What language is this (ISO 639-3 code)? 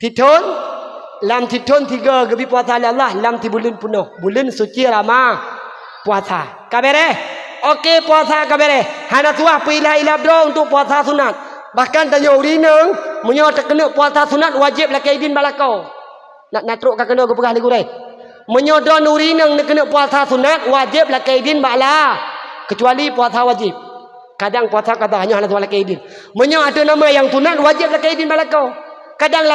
ace